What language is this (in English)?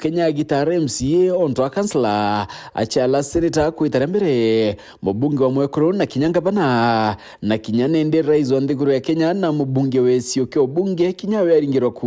Meru